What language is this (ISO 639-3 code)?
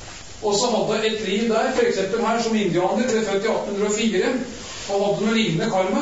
nor